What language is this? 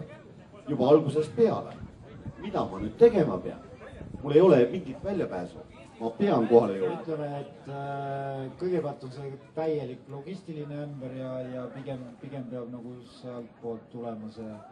Estonian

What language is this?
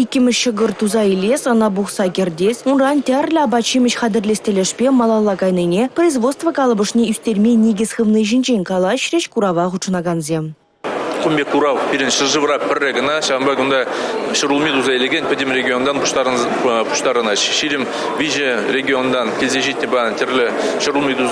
Chuvash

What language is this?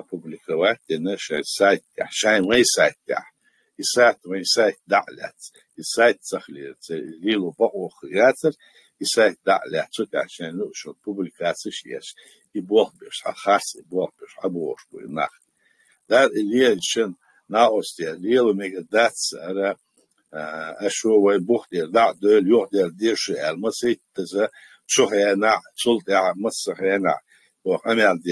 Chechen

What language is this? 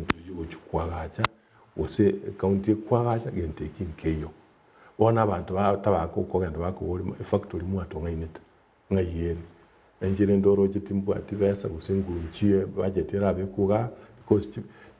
Gusii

